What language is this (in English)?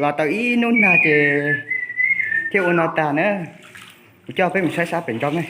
Hmong